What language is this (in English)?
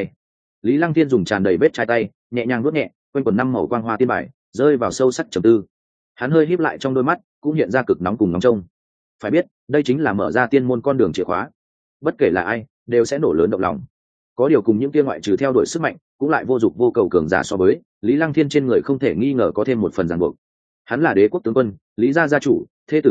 Vietnamese